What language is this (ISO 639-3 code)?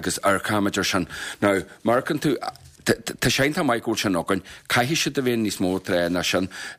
gle